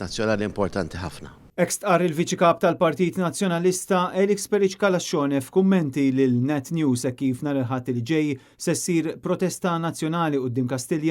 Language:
Maltese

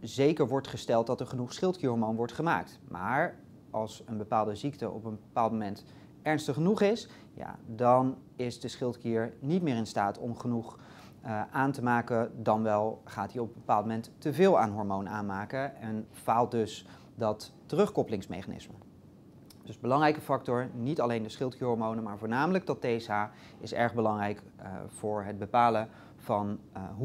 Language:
Dutch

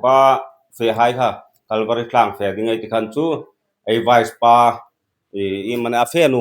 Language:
Hmar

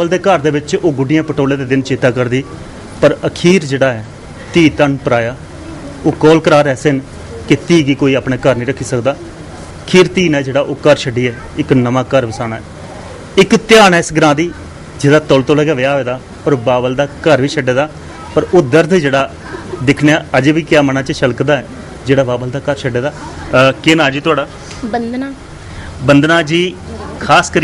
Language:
Dogri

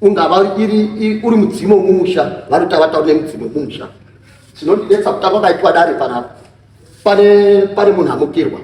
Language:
Shona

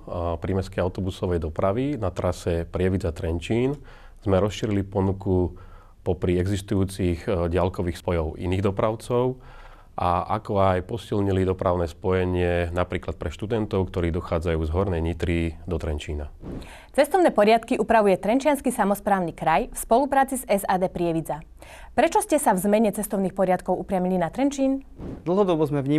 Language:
Slovak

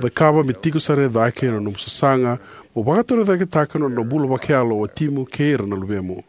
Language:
Fijian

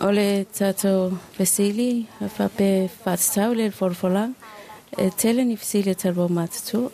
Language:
Samoan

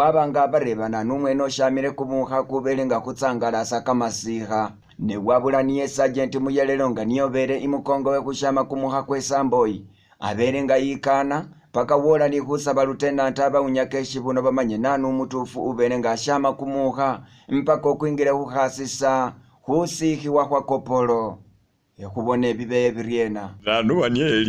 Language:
Masaaba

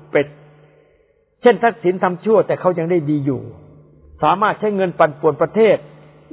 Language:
Thai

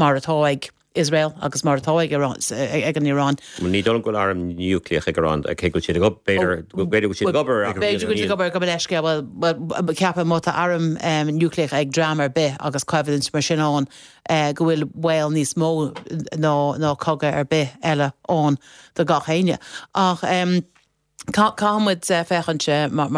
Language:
Irish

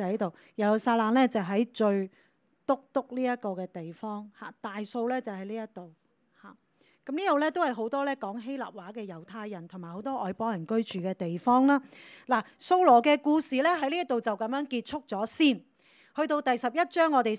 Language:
Cantonese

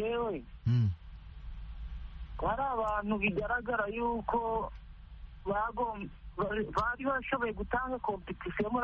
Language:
Kinyarwanda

